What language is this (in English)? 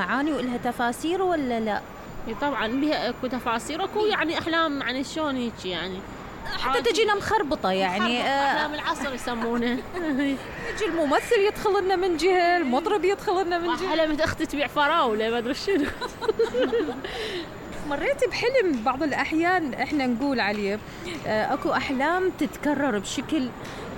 Mesopotamian Arabic